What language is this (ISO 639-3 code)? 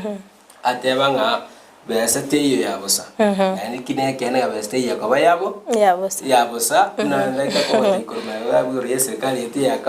guz